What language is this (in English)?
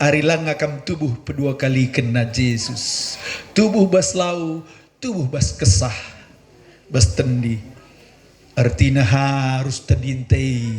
Batak Karo